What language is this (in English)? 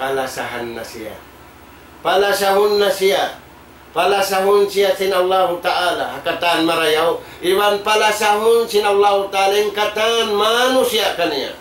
Tausug